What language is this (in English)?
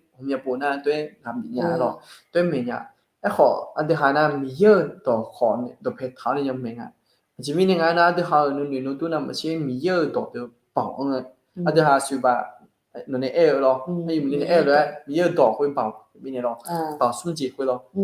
Akha